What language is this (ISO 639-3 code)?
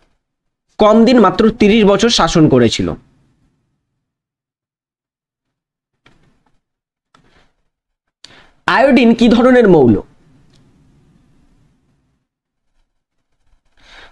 ben